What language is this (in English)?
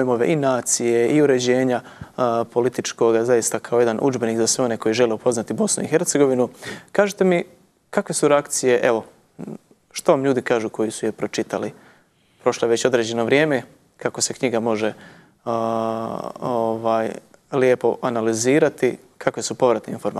Bosnian